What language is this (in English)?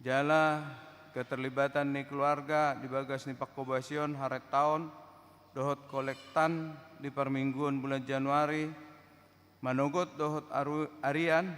Batak Toba